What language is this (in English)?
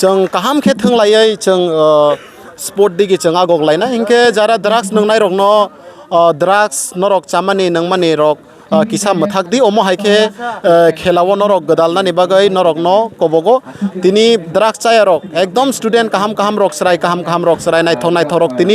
Kok Borok